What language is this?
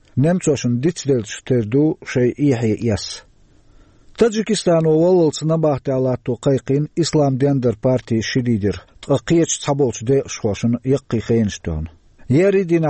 Chechen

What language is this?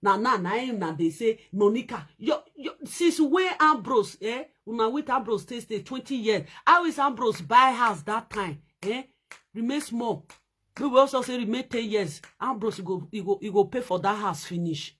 Nigerian Pidgin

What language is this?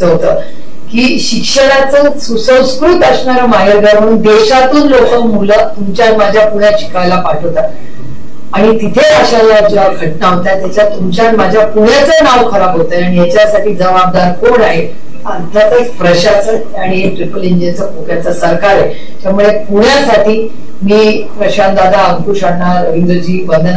Marathi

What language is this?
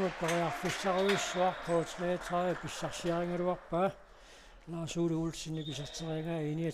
Kalaallisut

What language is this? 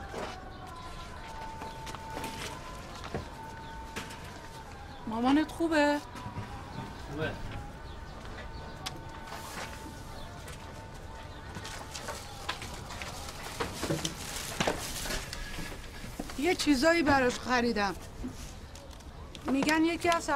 Persian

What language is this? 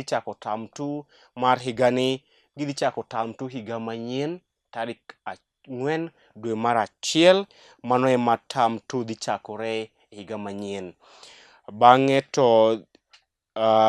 Luo (Kenya and Tanzania)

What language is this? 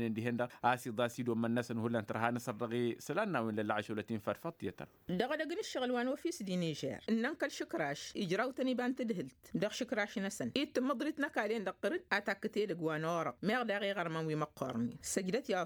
Tamasheq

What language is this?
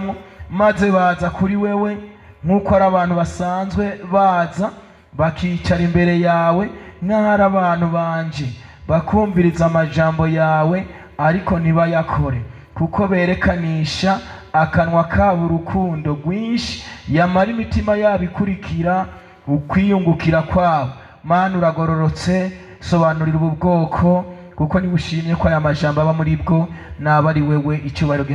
Rundi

